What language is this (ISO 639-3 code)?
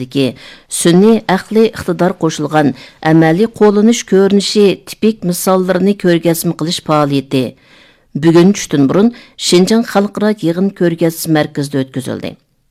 uig